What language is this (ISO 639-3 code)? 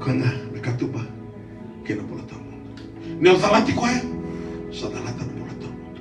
fij